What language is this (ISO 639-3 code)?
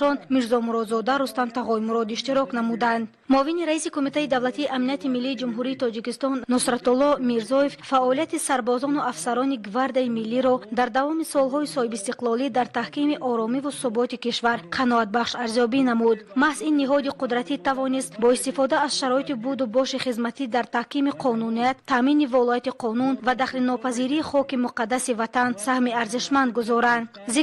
tgk